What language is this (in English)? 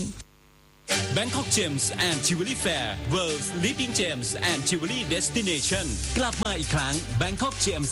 Thai